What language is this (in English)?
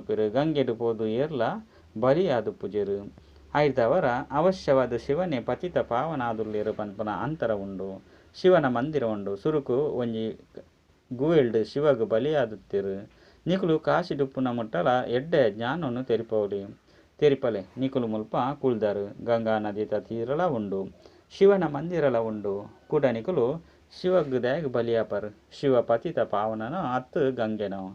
Tulu